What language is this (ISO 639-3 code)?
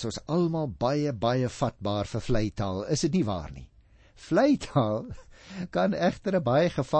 afr